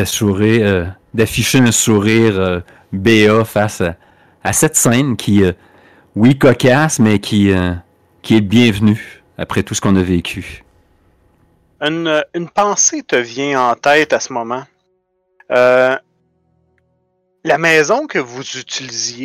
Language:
French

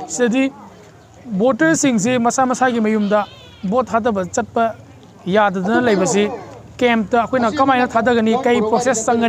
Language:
Manipuri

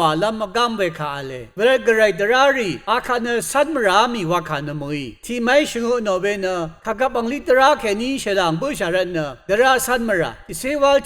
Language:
Rawang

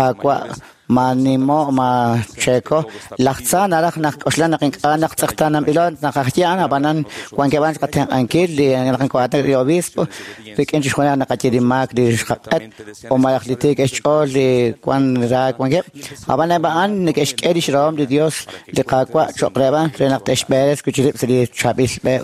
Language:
Kekchí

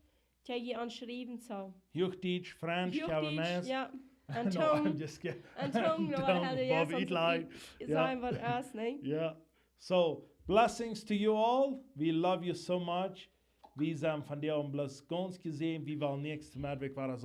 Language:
Plautdietsch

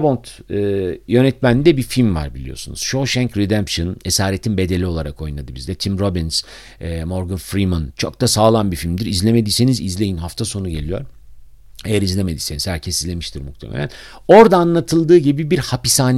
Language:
Turkish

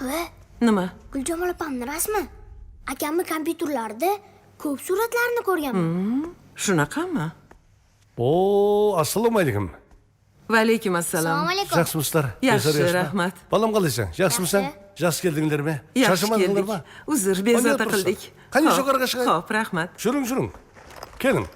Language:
Kara-Kalpak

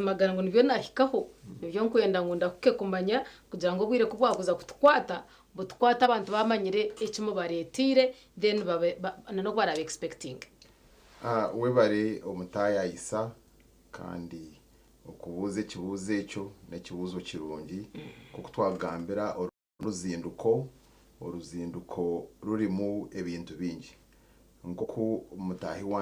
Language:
Nyankole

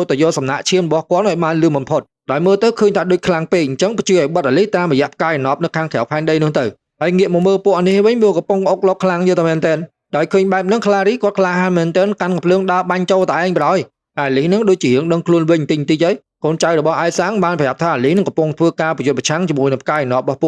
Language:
Khmer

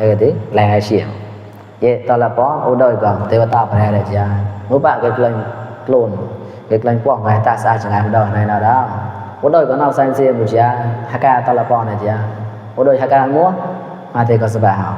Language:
Mon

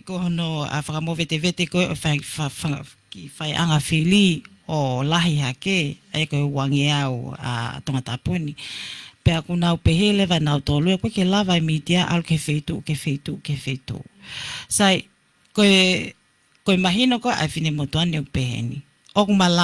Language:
Tongan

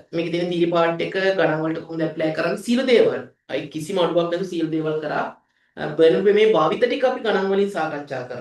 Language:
Sinhala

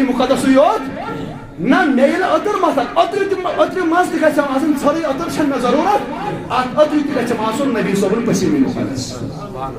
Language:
Kashmiri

